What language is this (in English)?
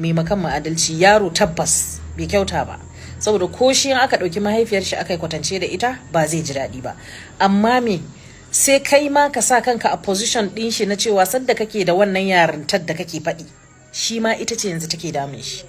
Hausa